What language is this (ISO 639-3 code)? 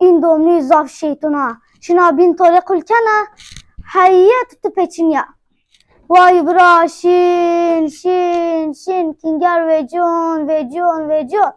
zza